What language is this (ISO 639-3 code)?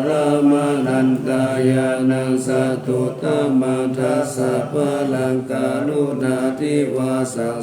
pli